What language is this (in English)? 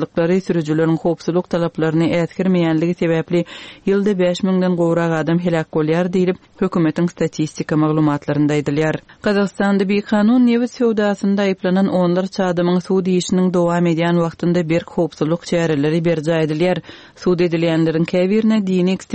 Turkmen